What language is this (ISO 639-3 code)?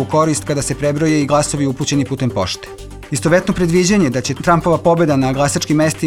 srp